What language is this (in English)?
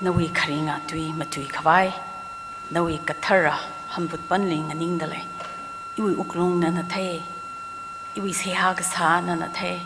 Tangkhul Naga (India)